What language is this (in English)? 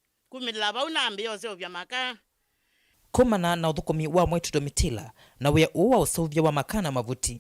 Kamba